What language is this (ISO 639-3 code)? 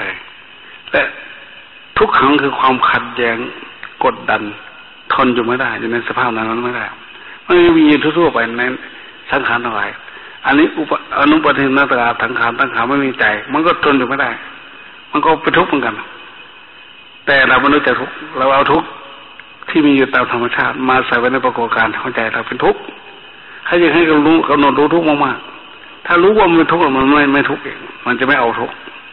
tha